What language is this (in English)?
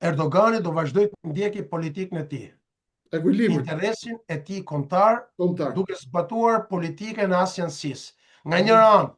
Albanian